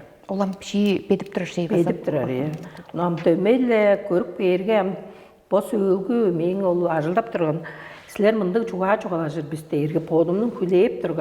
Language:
Tuvinian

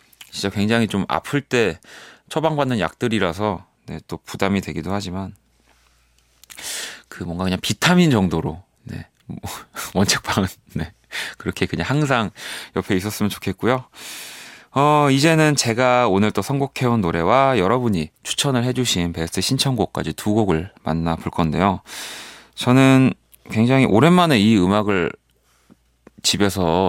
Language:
Korean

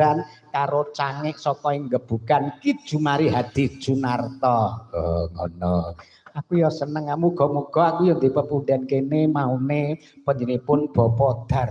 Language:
Javanese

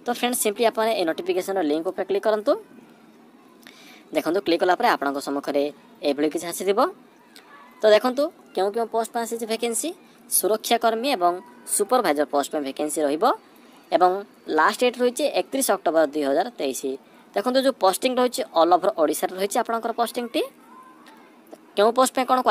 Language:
Odia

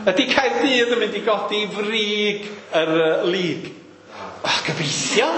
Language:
Welsh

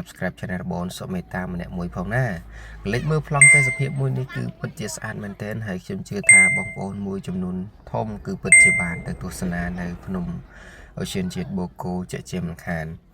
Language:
Khmer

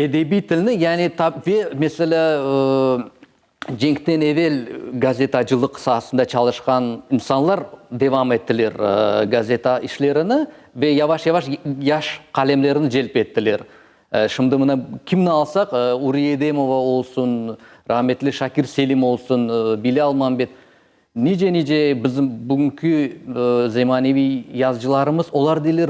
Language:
Crimean Tatar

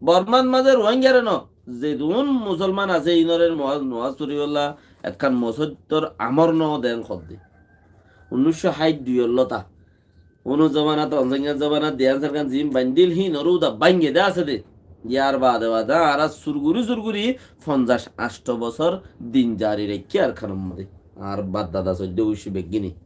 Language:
Rohingya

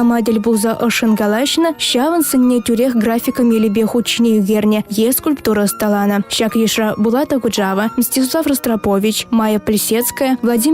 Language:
Chuvash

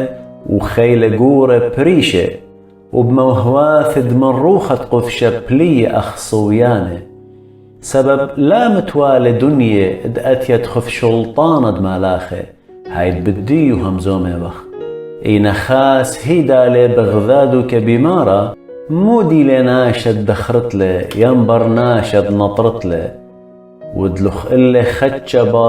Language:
Assyrian Neo-Aramaic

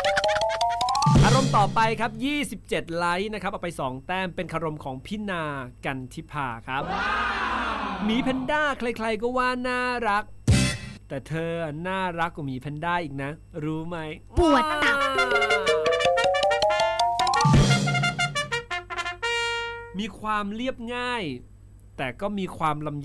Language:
Thai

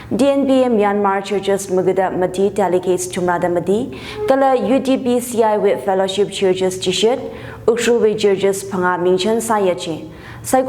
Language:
Tangkhul Naga (India)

